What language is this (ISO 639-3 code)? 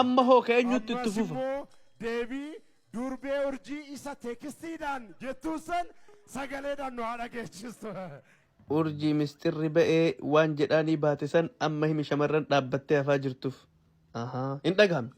orm